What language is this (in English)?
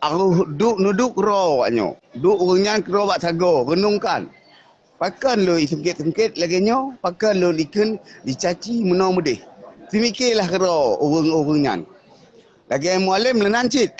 Achinese